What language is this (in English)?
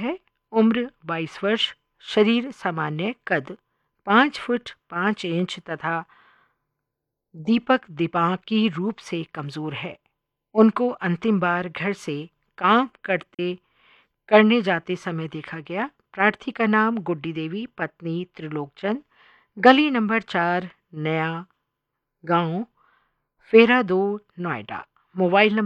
Hindi